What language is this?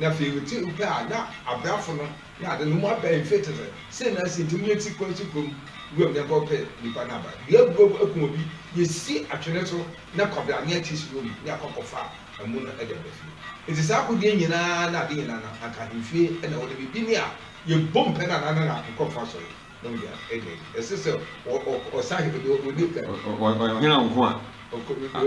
Akan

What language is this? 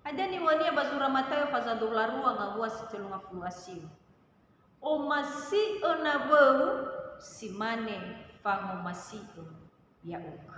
Nias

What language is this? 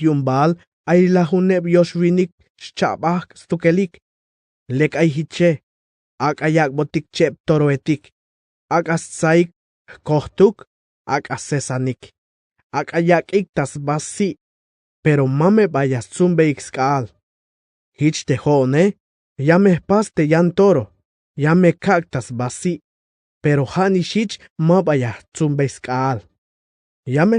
Tzeltal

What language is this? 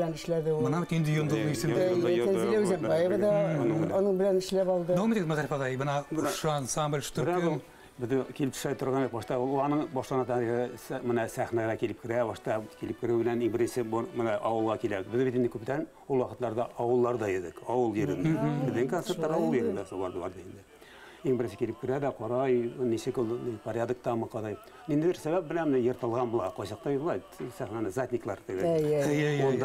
Bashkir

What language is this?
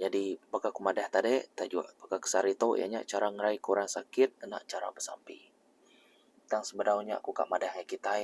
Iban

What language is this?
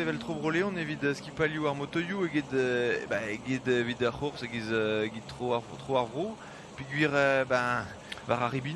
Breton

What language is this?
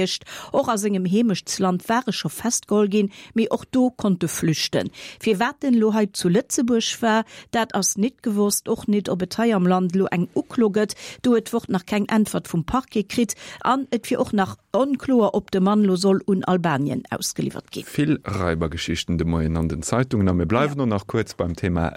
Luxembourgish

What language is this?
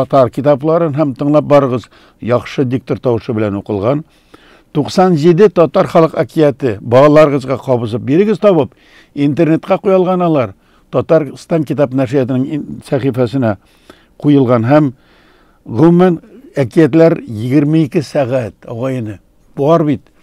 Tatar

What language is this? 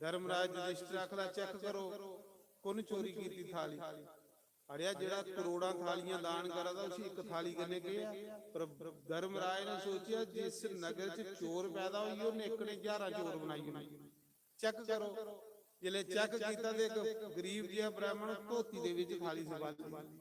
Dogri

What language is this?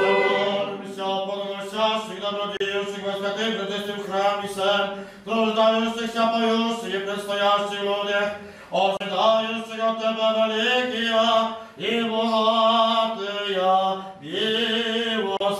Rusyn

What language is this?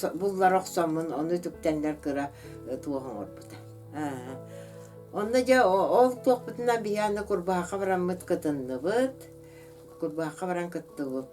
Yakut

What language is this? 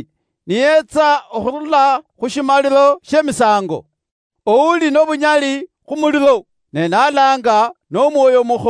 Luyia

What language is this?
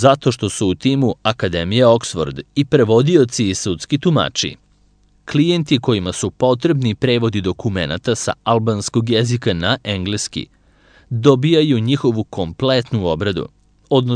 Serbian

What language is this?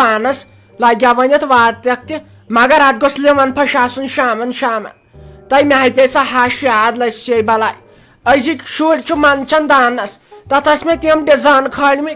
Kashmiri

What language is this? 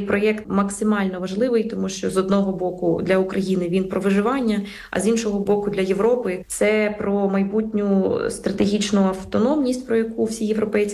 Ukrainian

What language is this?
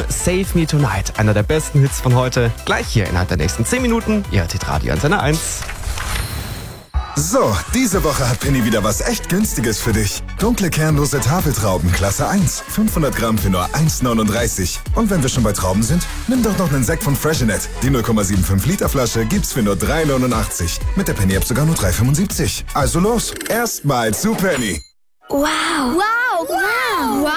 German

